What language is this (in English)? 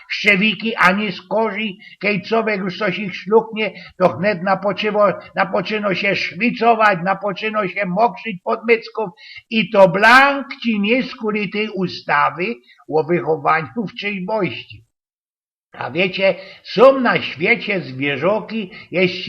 Silesian